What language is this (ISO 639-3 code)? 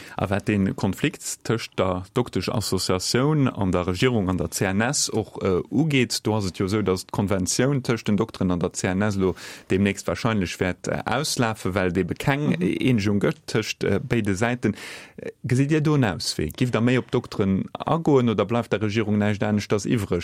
ltz